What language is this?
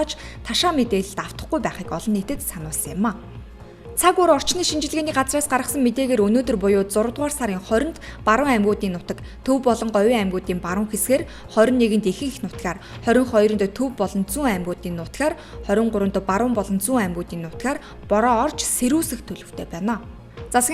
Mongolian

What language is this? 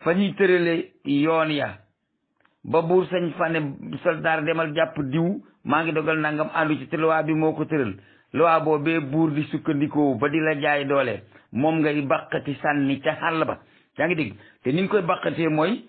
Wolof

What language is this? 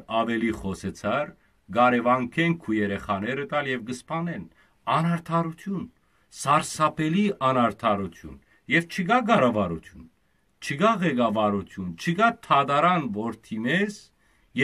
Western Armenian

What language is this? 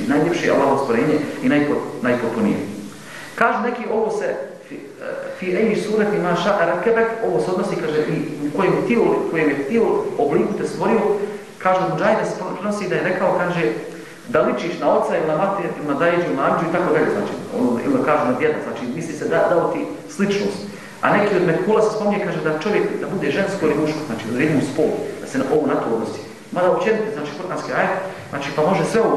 Bosnian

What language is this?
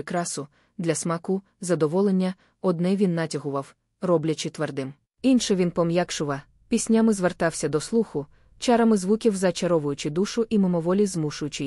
Ukrainian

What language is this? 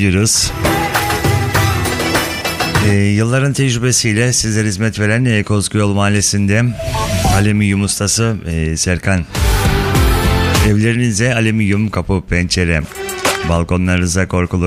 Turkish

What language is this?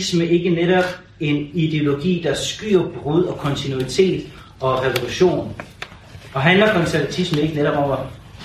Danish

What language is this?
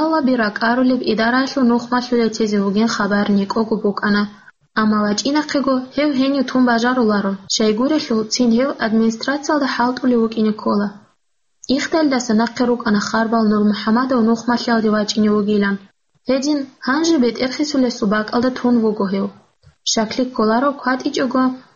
Avaric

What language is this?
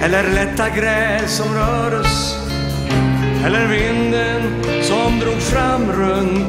Swedish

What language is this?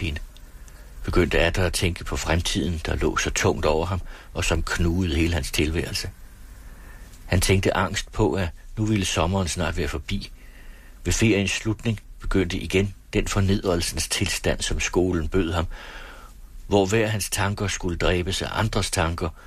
Danish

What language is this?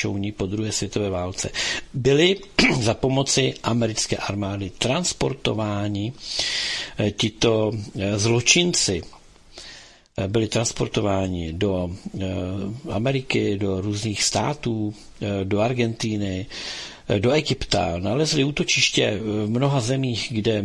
Czech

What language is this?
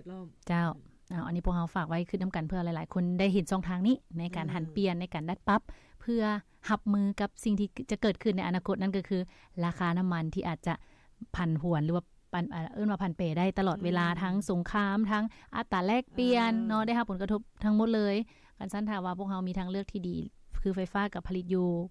Lao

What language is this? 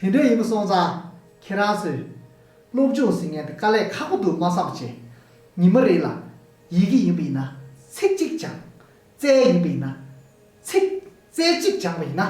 Tibetan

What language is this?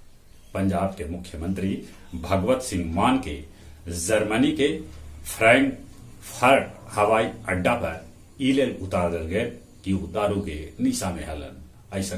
Magahi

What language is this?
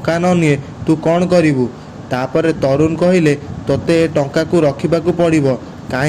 Odia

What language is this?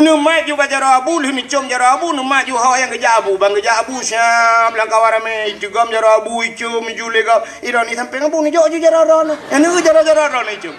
Achinese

